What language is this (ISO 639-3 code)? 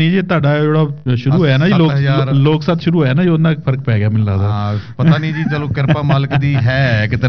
pan